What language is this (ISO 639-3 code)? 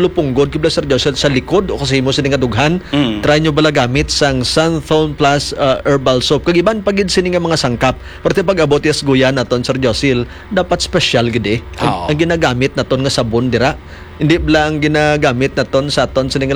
hil